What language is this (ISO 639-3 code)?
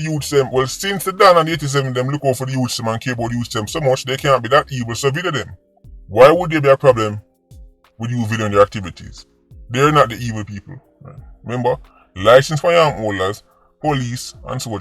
jam